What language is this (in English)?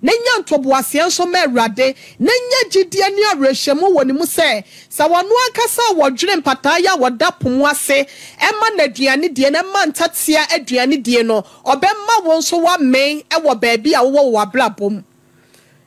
Akan